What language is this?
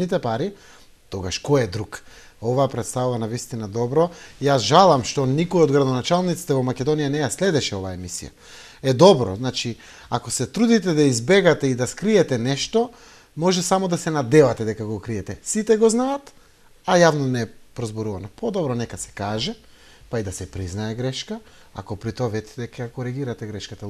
Macedonian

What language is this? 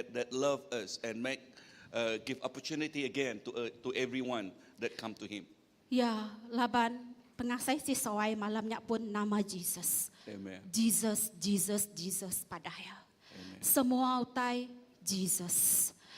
Iban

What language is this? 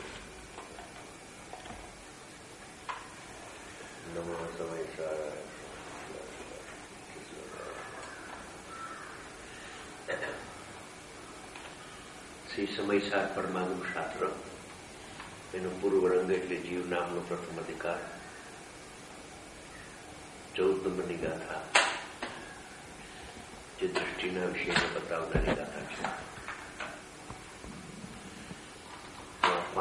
Gujarati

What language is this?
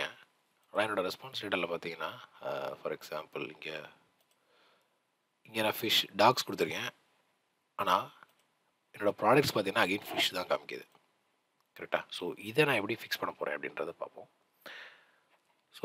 Tamil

